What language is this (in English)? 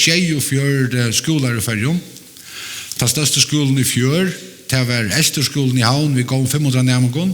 Faroese